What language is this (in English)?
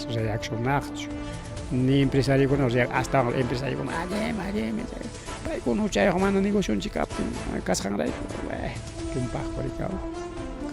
Ayacucho Quechua